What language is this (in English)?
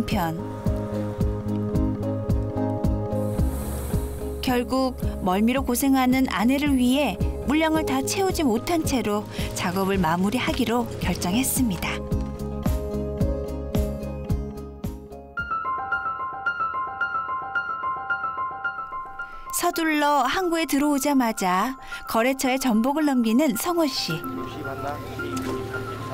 Korean